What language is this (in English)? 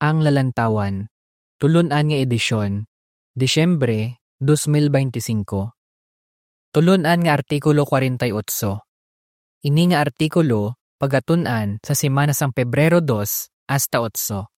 Hiligaynon